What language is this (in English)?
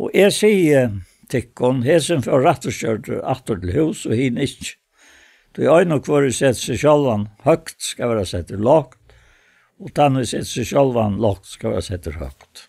Faroese